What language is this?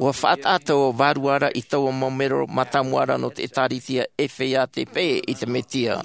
Tahitian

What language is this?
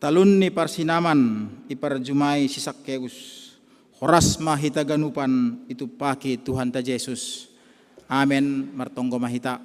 Batak Simalungun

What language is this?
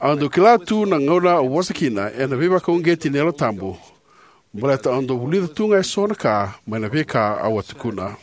Fijian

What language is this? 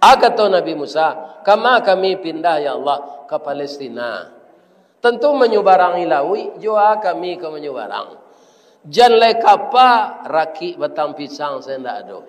Minangkabau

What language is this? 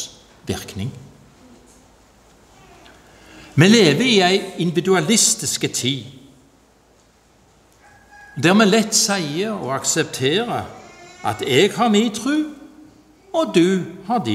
Norwegian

